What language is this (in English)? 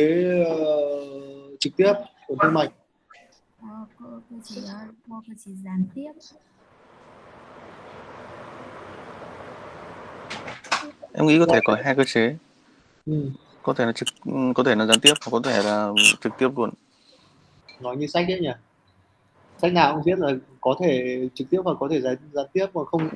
Vietnamese